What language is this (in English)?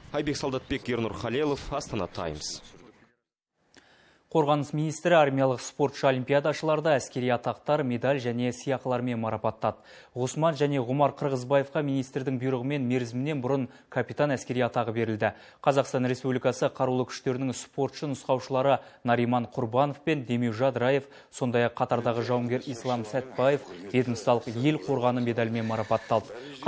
Kazakh